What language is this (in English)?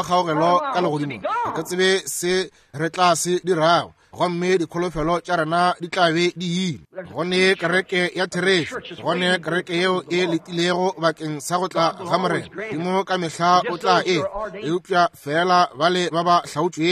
Northern Sotho